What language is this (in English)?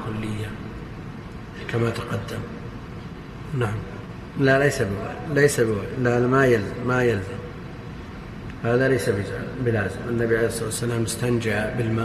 Arabic